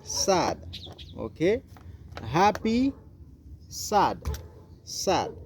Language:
Haitian Creole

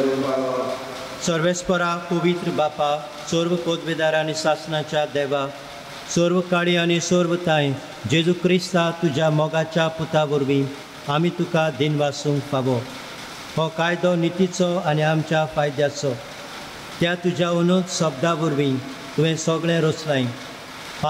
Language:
Konkani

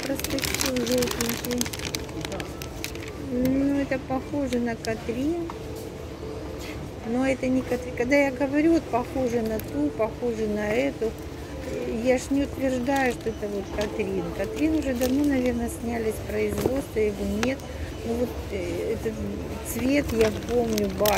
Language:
Russian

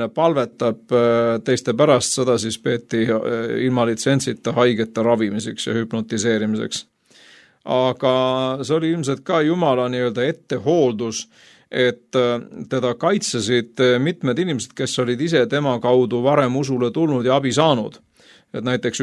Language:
Estonian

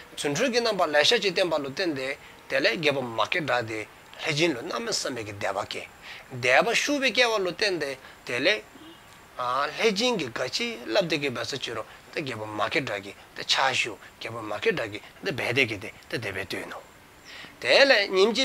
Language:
Dzongkha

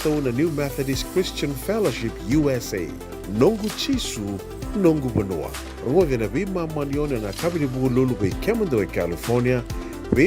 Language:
Fijian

